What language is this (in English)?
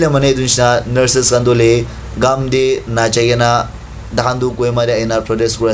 Naga Pidgin